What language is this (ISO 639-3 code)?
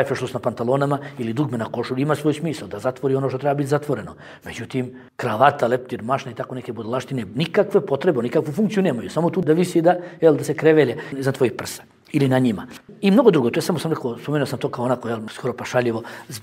bos